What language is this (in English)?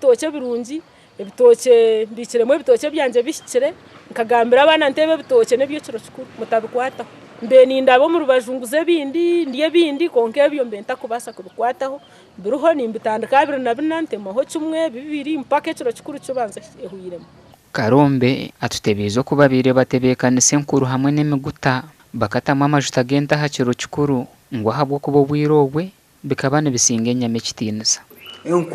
Nyankole